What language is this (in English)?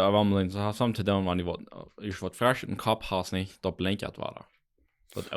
Plautdietsch